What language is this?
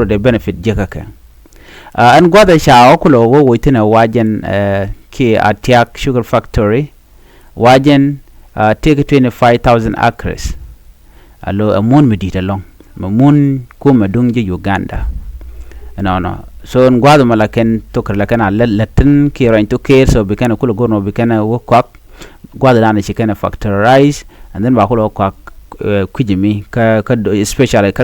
Nuer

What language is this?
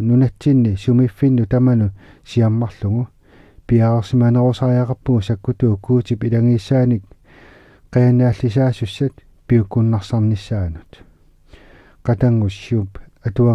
Kalaallisut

